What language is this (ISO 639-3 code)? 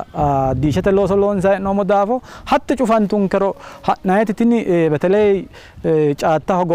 sid